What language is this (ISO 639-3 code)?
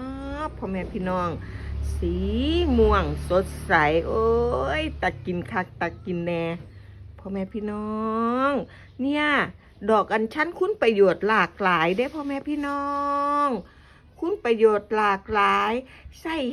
tts